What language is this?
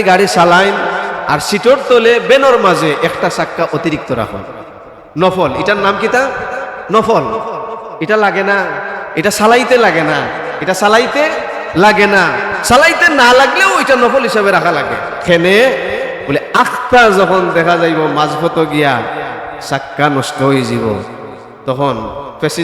Sylheti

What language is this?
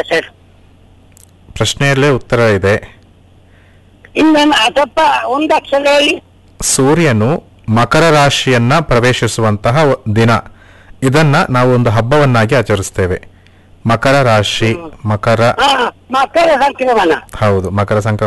Kannada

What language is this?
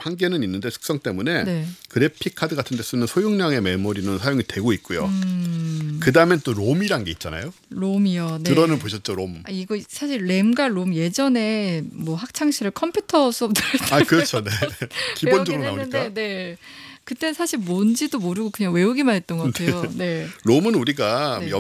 Korean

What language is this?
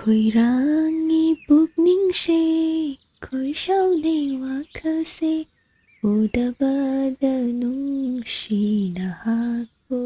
Manipuri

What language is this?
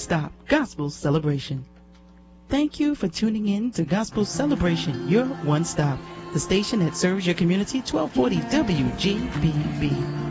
English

